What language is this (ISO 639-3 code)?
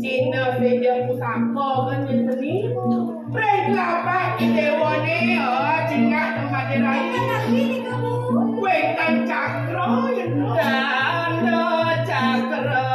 ban